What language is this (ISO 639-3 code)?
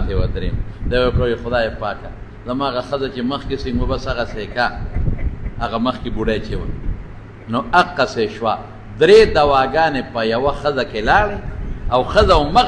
pus